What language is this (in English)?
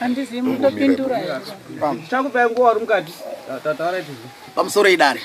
Shona